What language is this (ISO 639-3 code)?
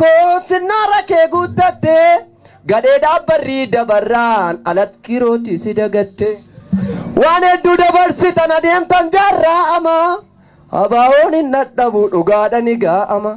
orm